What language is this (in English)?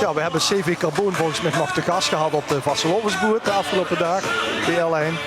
Limburgish